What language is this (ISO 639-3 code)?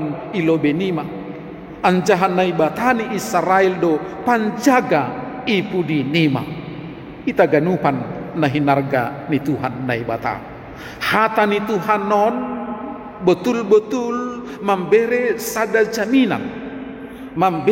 bts